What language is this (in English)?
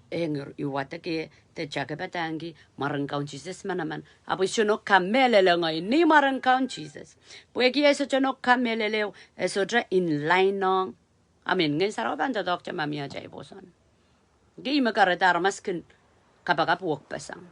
Pohnpeian